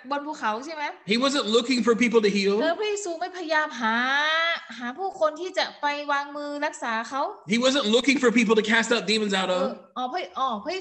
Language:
Thai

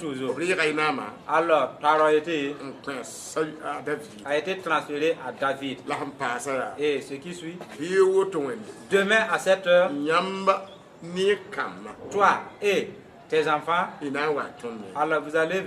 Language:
Mossi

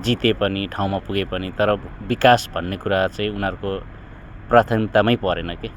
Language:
Nepali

